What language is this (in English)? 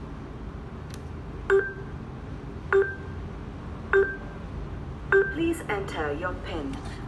Punjabi